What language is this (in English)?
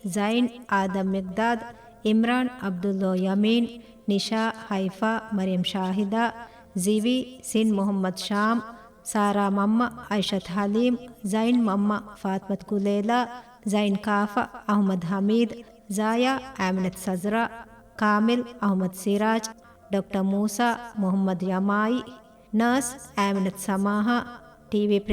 Divehi